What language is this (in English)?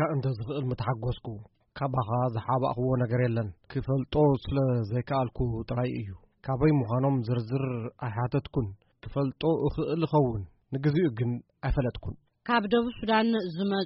Tigrinya